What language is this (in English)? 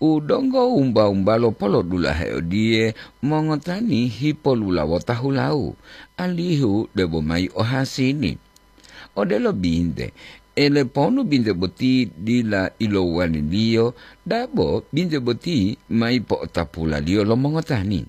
Gorontalo